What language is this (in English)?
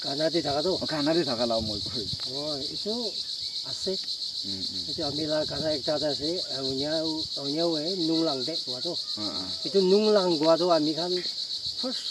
Naga Pidgin